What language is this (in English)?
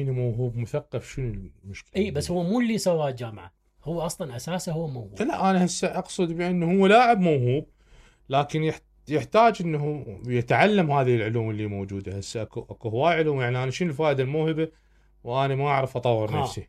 Mesopotamian Arabic